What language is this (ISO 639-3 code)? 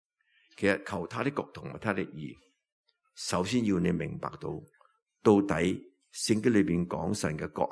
yue